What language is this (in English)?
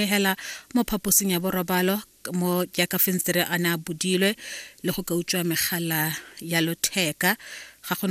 Tswana